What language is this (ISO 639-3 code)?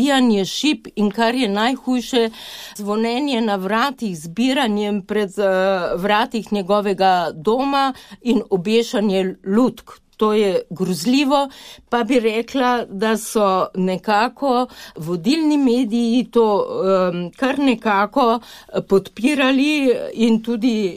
slv